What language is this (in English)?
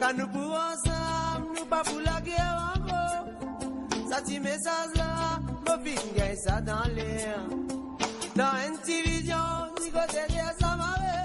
Morisyen